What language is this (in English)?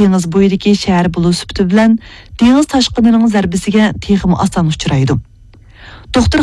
Uyghur